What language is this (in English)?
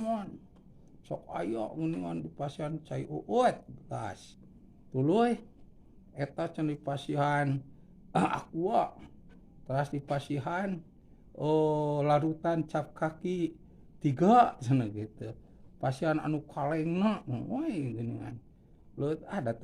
Sundanese